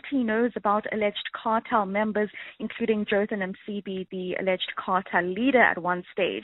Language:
English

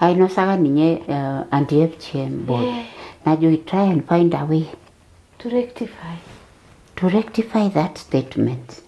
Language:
Masai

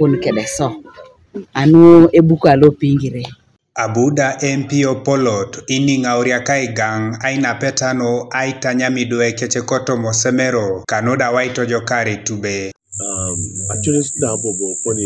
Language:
Teso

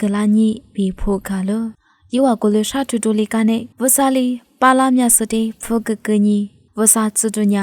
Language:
Lisu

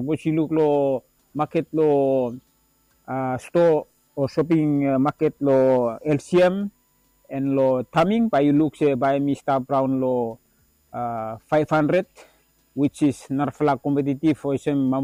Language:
Bislama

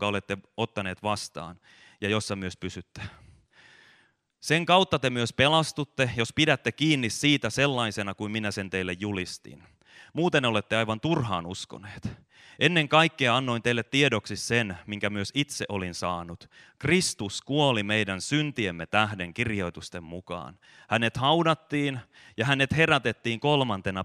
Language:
Finnish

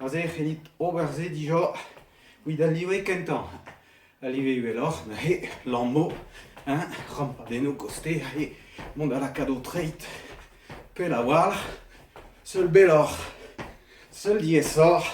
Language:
Breton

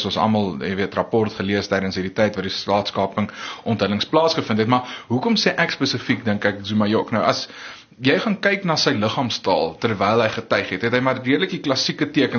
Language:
Afrikaans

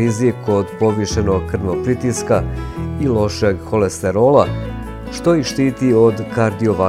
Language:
Bosnian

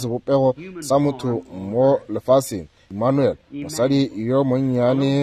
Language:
Northern Sotho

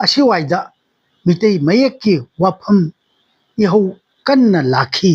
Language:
Manipuri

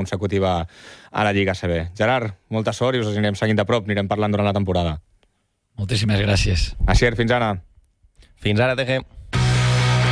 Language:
Catalan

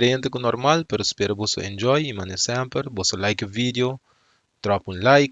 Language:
Papiamento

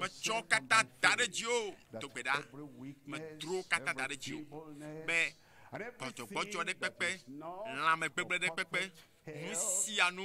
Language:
Ewe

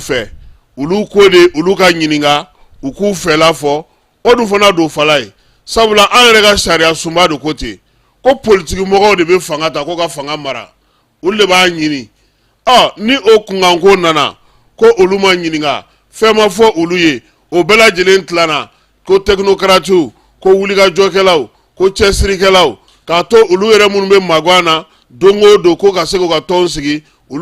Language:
Bambara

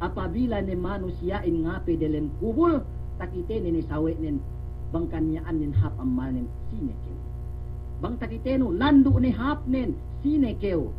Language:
Yakan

